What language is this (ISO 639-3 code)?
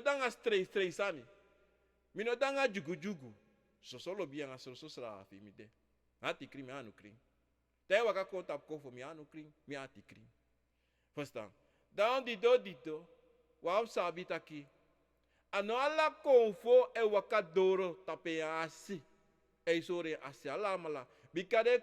srn